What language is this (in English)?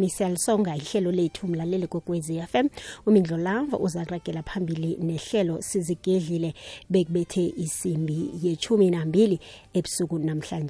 South Ndebele